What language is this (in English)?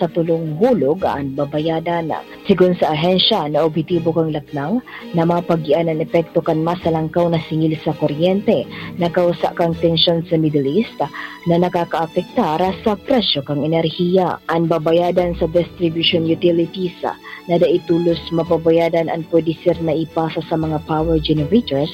Bikol